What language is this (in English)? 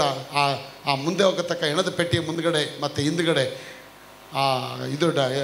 Kannada